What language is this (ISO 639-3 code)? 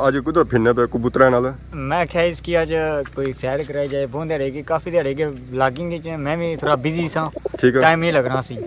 phr